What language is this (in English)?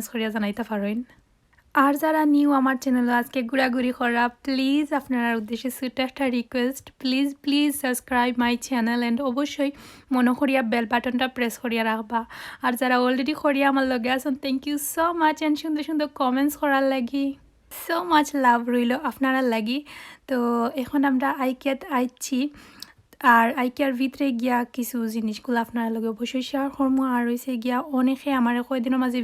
Sylheti